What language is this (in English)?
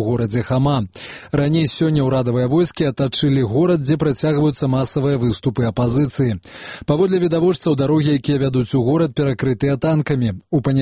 Belarusian